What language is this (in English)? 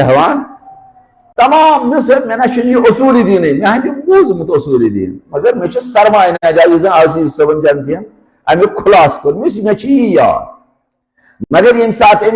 Kashmiri